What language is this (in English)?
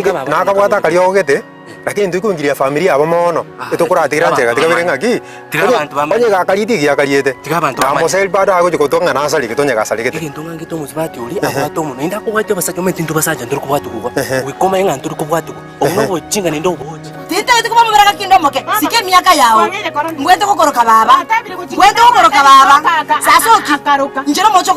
Gusii